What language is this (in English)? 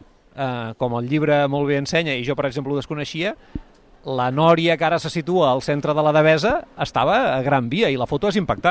Catalan